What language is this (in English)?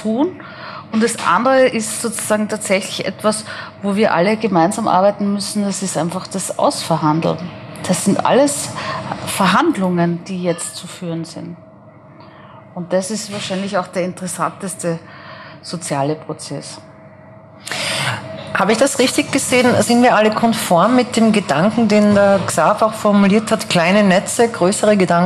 German